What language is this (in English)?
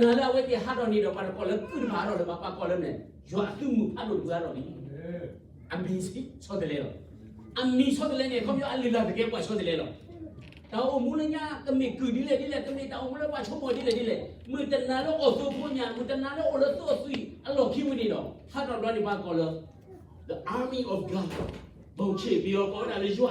S'gaw Karen